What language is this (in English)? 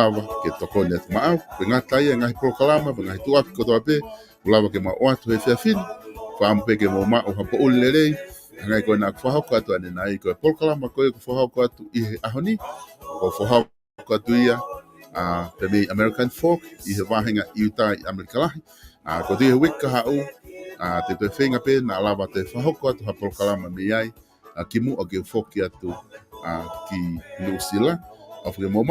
Tongan